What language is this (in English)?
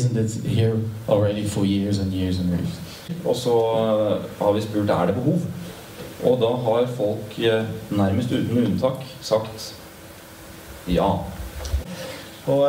Norwegian